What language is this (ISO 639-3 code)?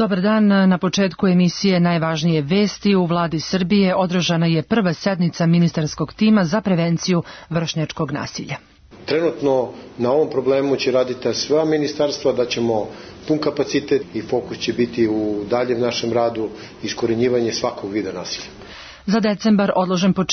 srp